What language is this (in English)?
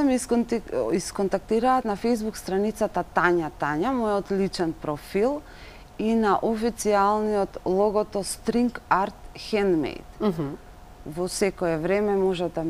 Macedonian